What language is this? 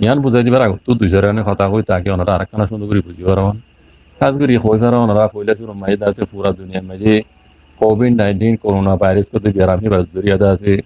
Rohingya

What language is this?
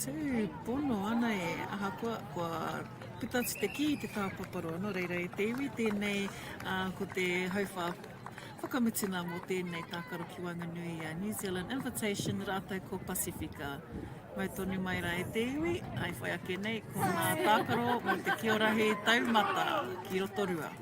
Māori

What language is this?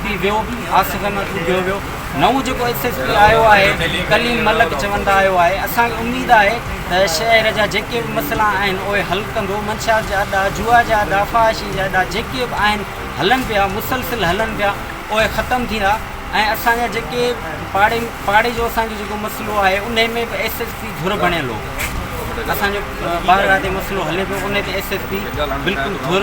Sindhi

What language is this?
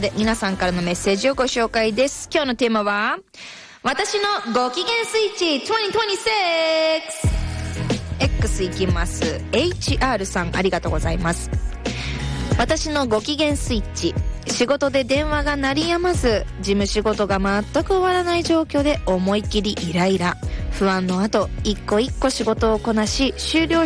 Japanese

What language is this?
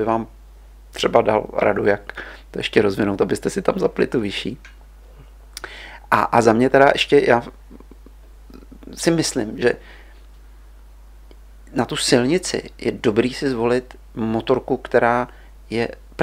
Czech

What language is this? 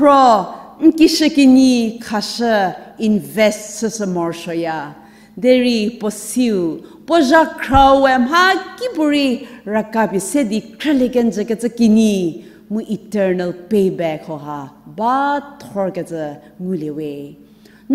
Angami Naga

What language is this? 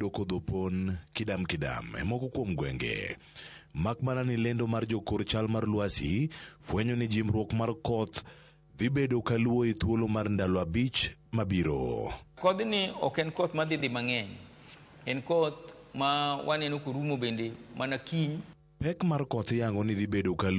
Luo (Kenya and Tanzania)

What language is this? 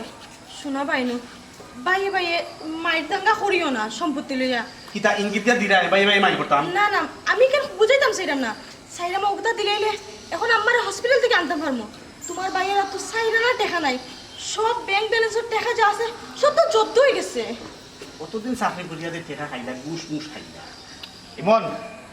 Sylheti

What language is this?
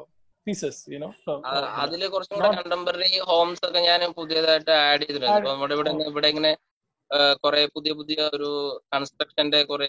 Malayalam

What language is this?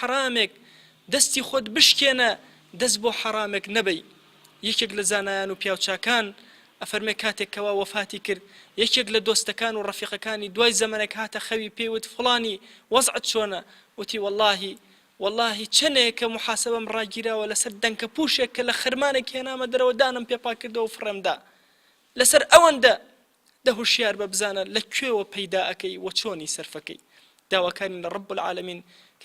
Central Kurdish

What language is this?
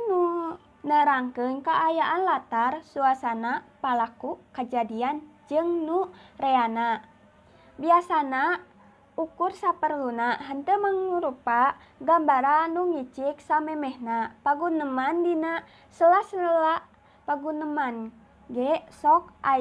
Sundanese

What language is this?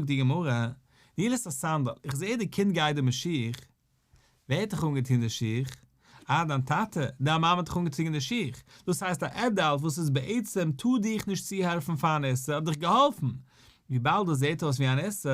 Yiddish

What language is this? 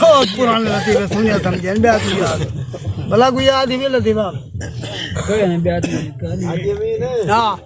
Saraiki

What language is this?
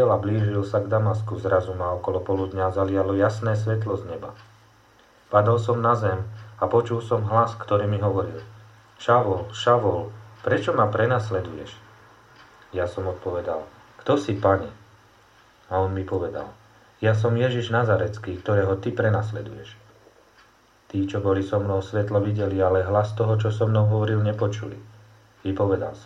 Slovak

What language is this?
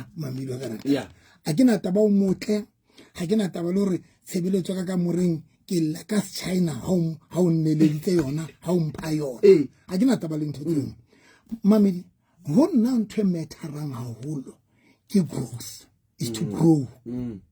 Southern Sotho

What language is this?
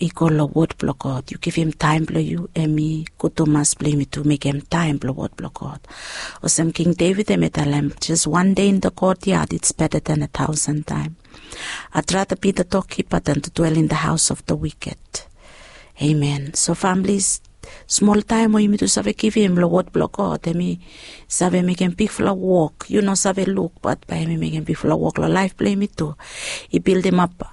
Bislama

